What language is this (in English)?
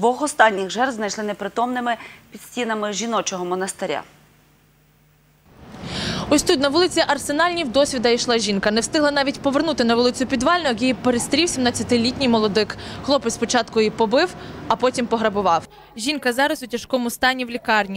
Ukrainian